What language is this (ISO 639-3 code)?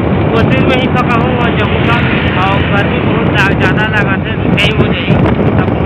hne